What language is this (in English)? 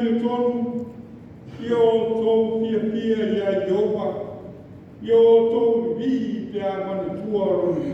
Samoan